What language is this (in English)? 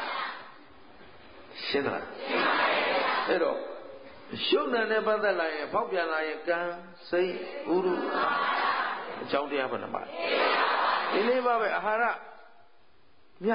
Burmese